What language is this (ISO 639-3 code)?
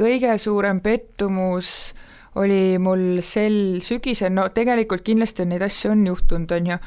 est